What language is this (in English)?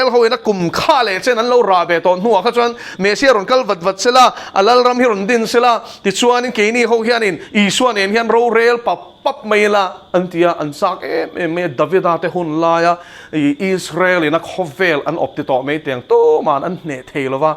Mizo